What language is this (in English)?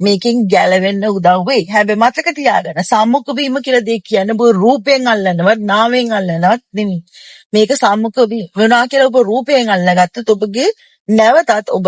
Sinhala